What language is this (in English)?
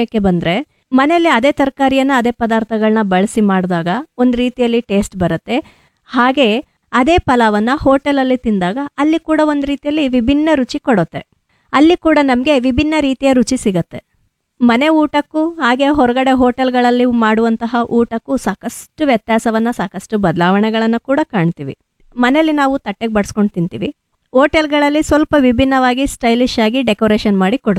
Kannada